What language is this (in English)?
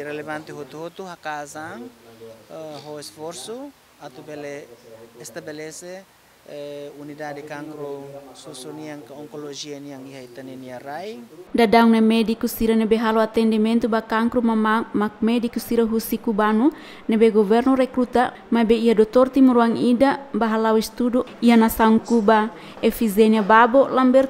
Tetum